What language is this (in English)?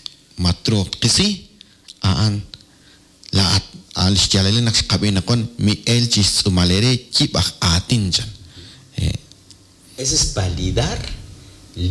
Kekchí